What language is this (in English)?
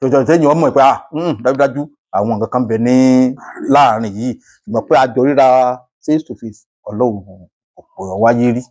Yoruba